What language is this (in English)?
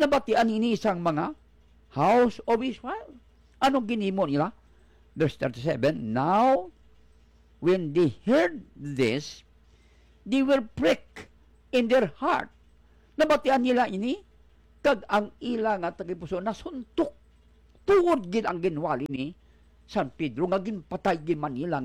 Hiligaynon